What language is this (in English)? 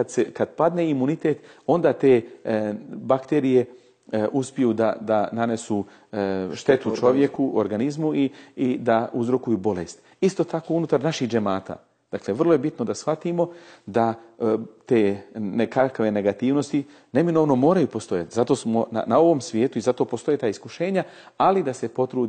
Bosnian